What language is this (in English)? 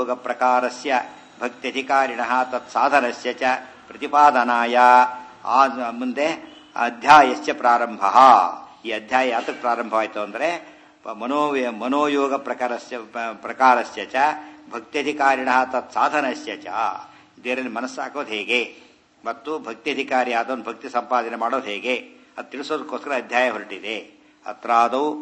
Kannada